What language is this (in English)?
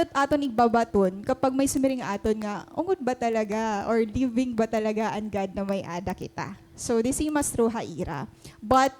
Waray